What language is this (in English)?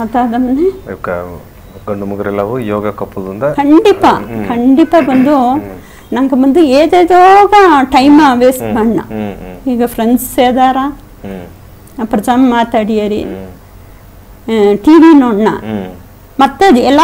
Badaga